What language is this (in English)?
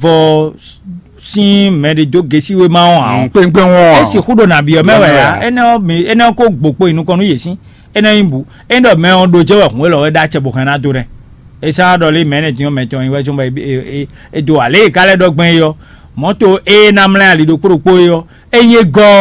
Fon